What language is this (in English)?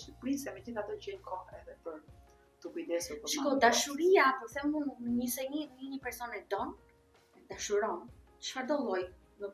Albanian